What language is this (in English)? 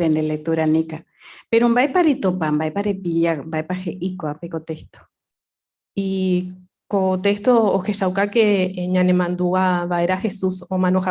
Guarani